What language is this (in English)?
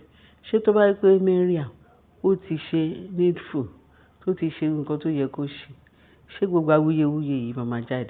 Yoruba